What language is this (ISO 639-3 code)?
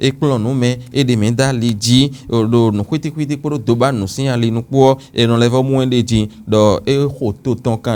fon